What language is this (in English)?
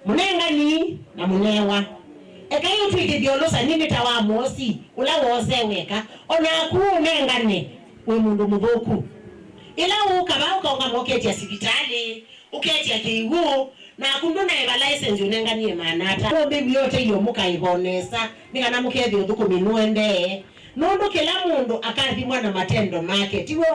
Kamba